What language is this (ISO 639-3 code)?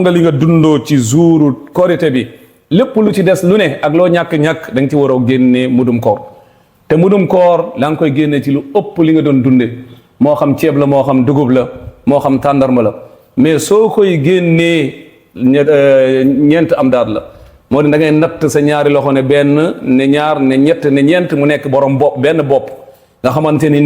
wol